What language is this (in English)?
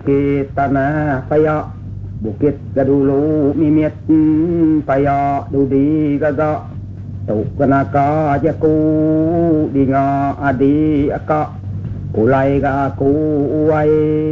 Iban